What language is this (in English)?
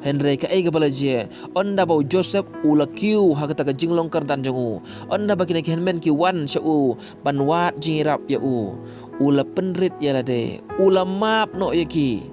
Khasi